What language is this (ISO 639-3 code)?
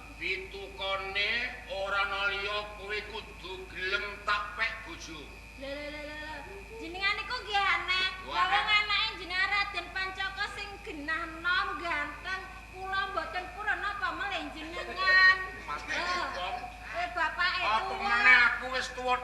jav